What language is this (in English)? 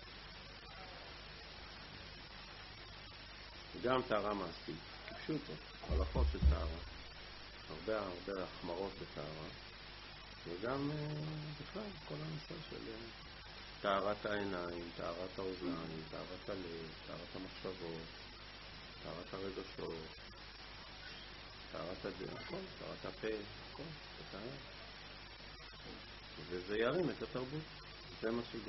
Hebrew